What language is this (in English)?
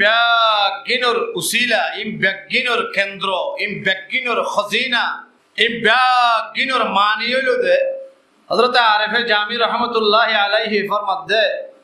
Rohingya